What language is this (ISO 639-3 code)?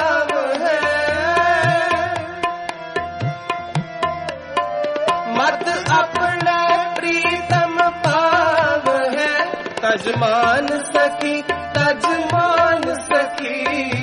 pan